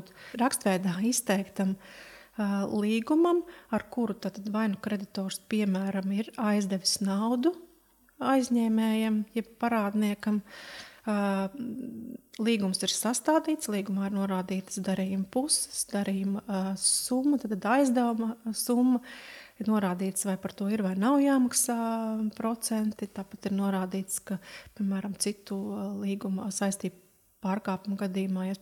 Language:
Latvian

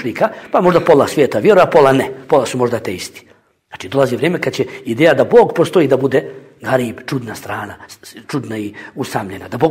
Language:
Bosnian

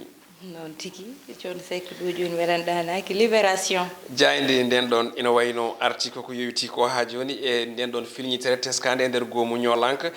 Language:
Fula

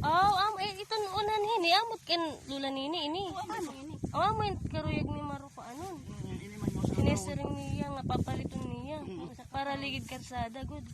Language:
Waray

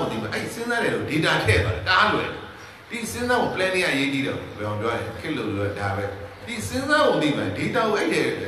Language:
Burmese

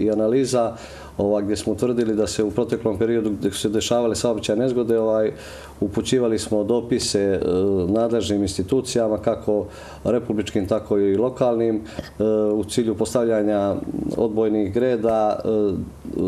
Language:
Bosnian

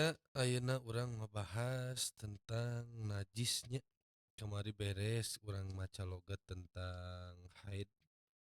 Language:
Sundanese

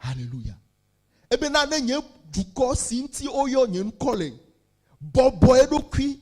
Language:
Ewe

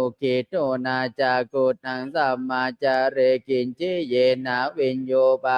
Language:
Pali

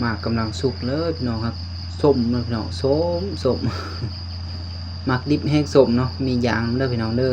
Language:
Lao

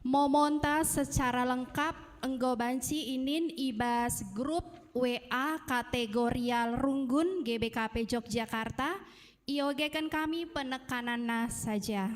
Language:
Batak Karo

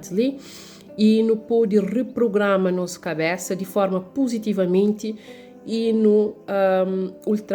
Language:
Kabuverdianu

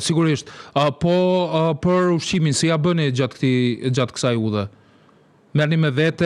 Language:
Albanian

